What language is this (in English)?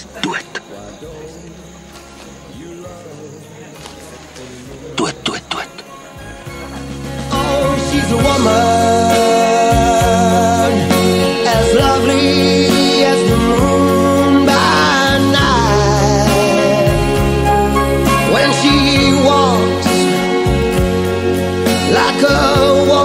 Afrikaans